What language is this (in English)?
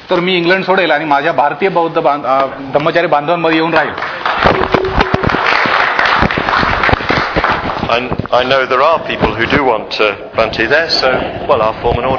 Marathi